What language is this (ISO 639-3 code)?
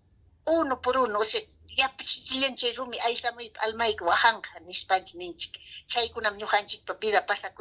quy